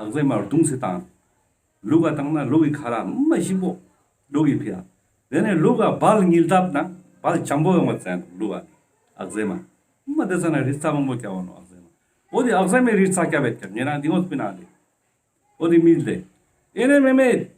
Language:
Ladakhi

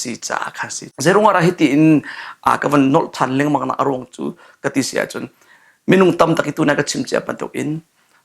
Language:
Hakha Chin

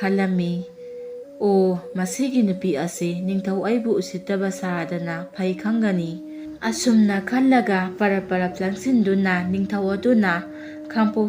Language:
Manipuri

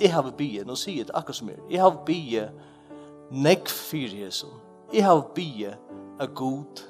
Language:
Faroese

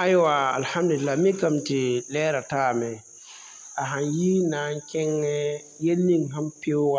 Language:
Mossi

